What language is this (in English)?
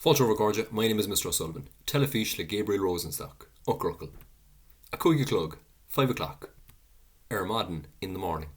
Irish